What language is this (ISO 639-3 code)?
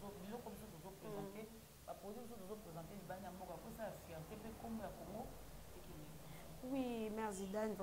lin